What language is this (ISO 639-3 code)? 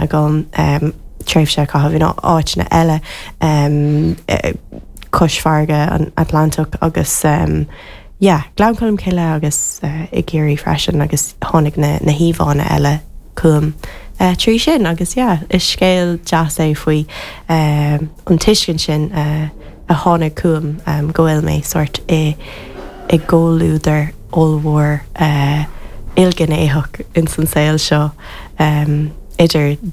gle